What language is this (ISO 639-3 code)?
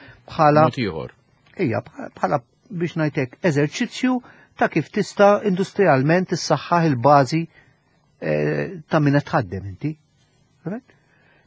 mlt